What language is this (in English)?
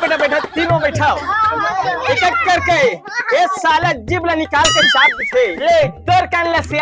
Chhattisgarhi